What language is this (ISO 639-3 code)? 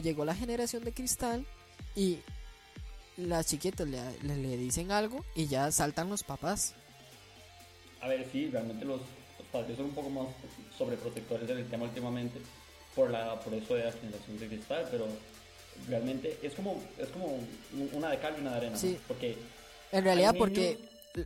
spa